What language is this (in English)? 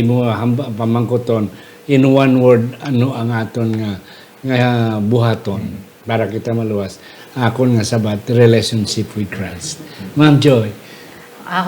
Hiligaynon